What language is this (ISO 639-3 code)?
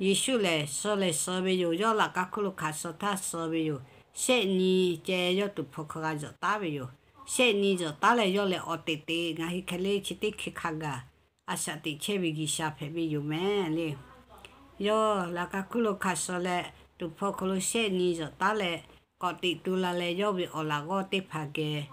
lhu